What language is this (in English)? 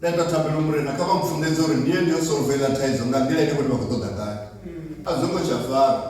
Venda